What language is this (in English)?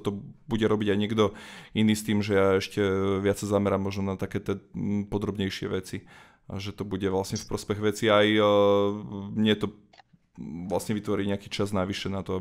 Slovak